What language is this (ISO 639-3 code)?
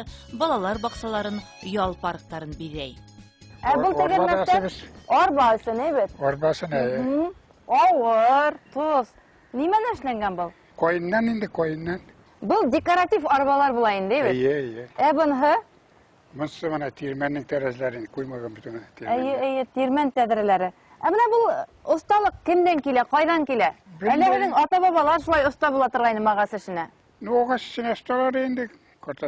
bak